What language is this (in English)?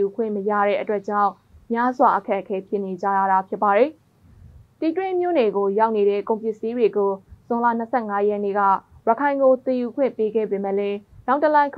Burmese